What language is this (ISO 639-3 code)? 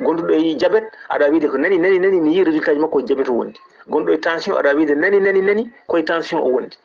ful